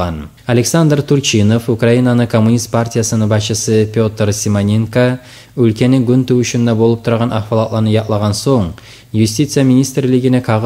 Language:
Kumyk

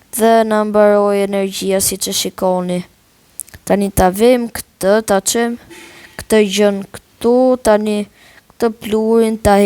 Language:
Albanian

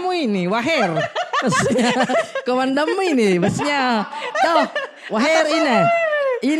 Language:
Makassar Malay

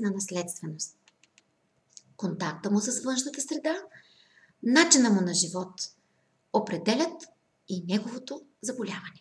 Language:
Bulgarian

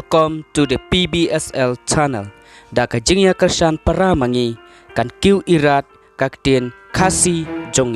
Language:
Khasi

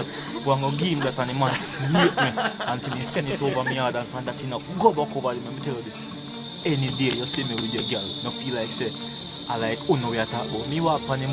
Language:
Jamaican Creole English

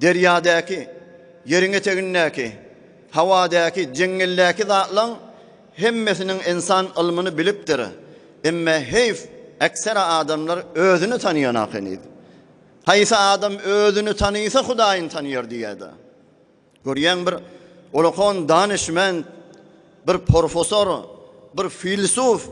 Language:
Turkmen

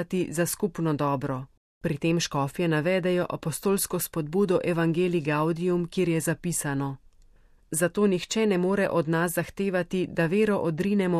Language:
Slovenian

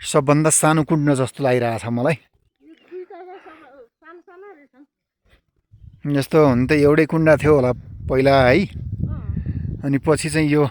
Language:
Nepali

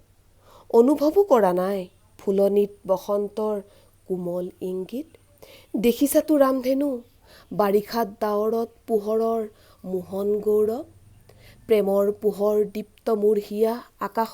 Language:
Assamese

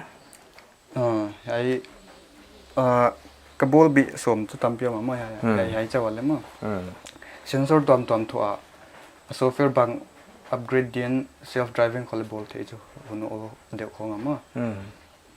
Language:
Paite Chin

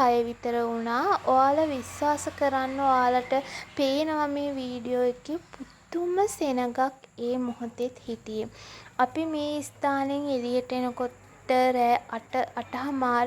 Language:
Sinhala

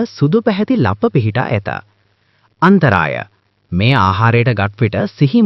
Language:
Sinhala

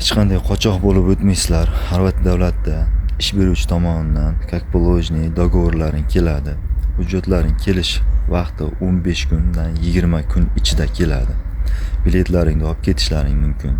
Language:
Uzbek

